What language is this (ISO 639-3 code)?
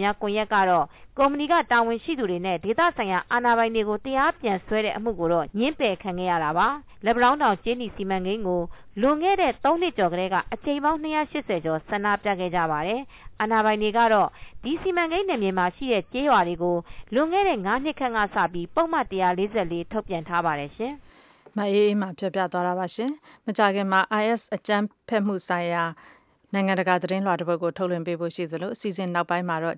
mya